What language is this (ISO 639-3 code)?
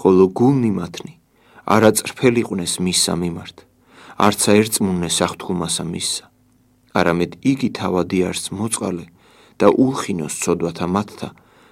kat